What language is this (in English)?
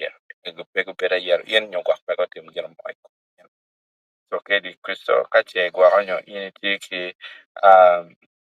Acoli